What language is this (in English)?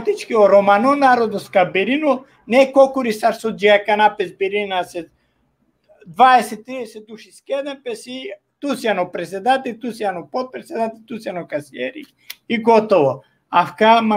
Balkan Romani